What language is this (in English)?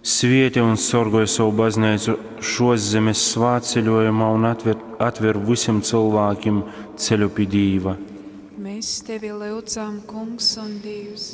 Latgalian